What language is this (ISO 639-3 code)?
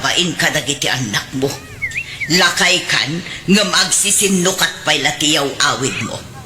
ilo